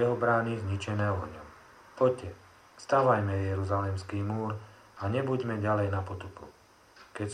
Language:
Slovak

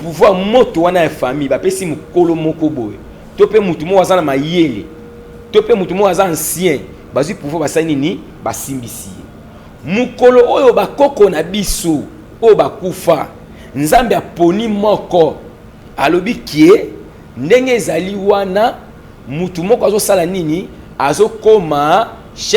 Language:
Lingala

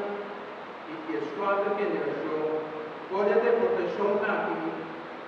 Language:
Papiamento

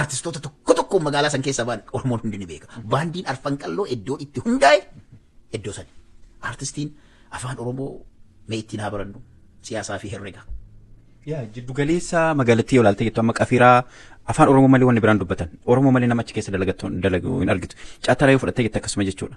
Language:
Oromo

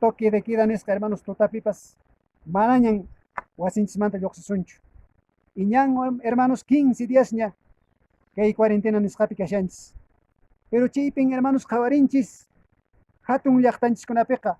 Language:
Quechua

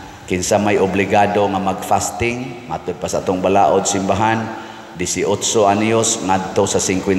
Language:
Cebuano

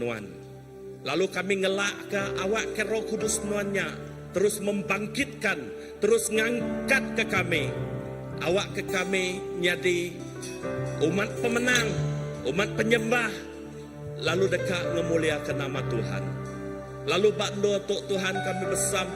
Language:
Iban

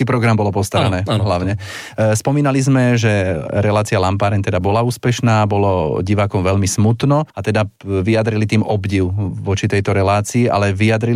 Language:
Slovak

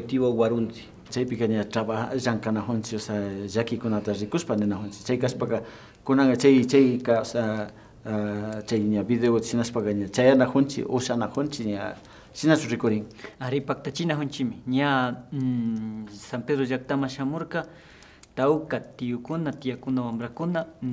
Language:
Imbabura Highland Quichua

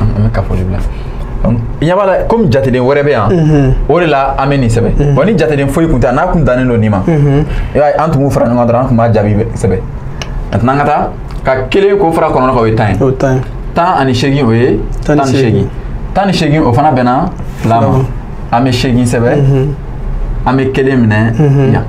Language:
Bambara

